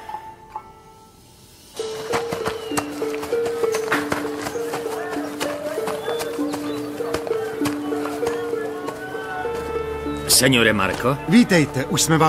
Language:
Czech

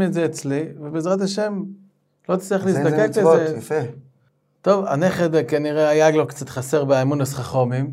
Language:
Hebrew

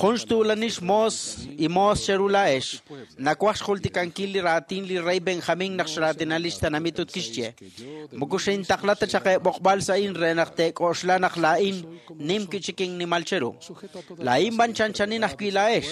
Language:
Kekchí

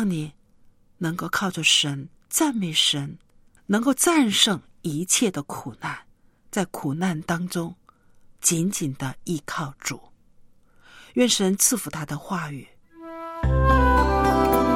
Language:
Chinese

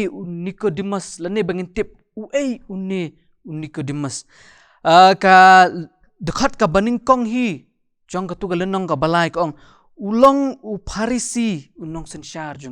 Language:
Khasi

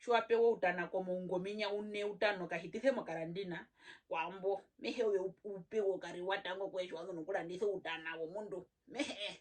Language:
Herero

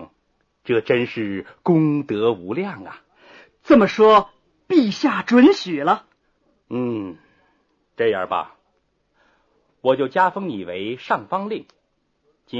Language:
Chinese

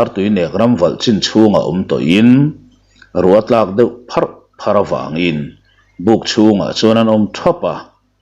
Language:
Mizo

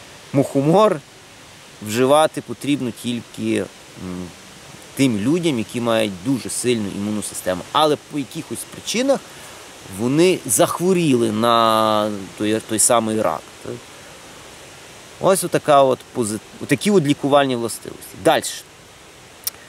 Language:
Ukrainian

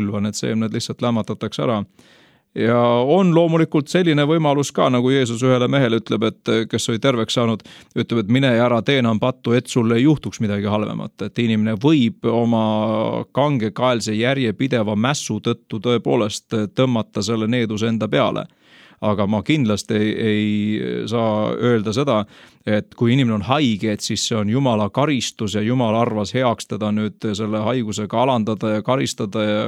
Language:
Estonian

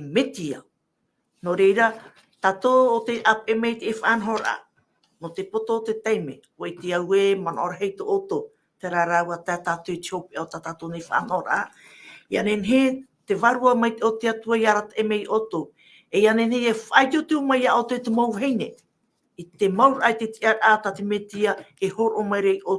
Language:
Tahitian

